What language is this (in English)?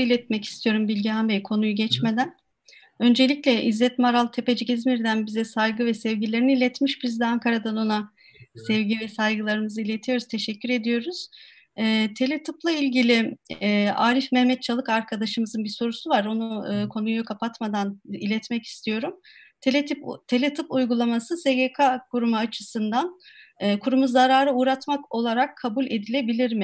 Turkish